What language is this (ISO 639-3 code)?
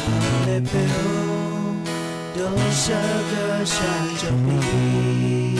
lhu